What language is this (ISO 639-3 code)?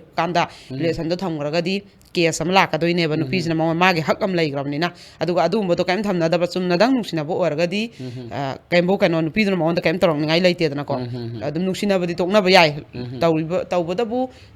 mni